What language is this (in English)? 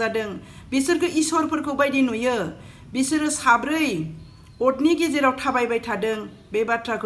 Bodo